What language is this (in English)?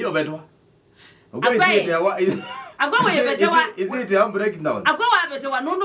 Kamba